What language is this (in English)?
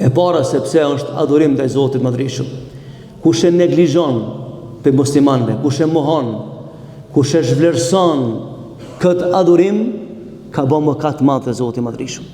Albanian